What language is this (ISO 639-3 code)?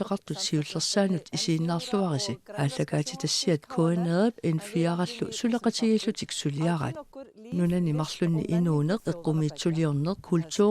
kal